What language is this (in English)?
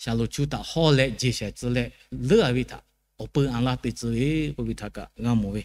Lahu